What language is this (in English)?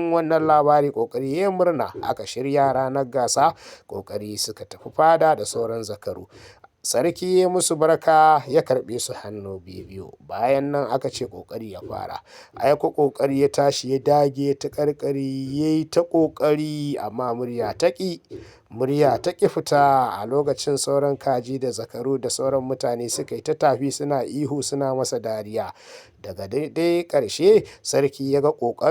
Hausa